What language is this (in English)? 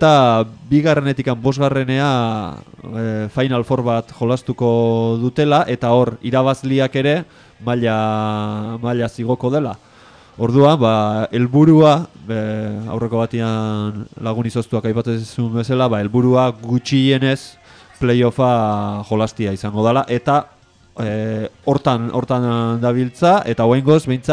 Basque